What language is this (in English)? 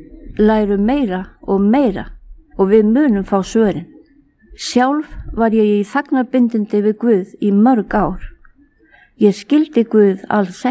Icelandic